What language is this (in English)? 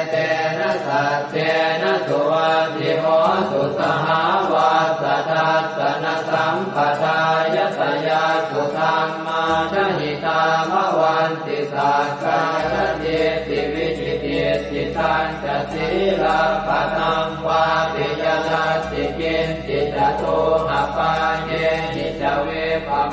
Pali